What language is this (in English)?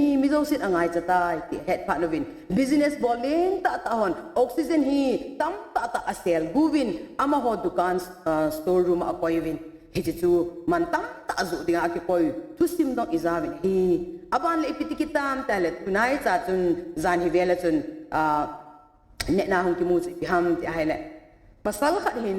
Thado Chin